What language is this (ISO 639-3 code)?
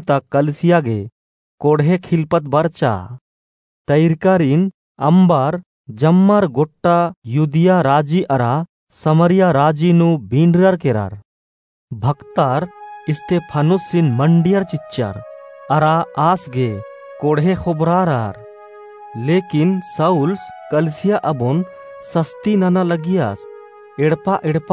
kru